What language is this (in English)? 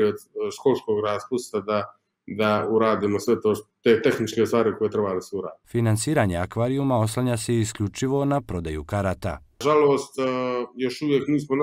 Bosnian